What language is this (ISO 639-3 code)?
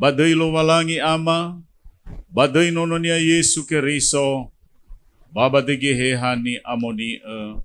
nia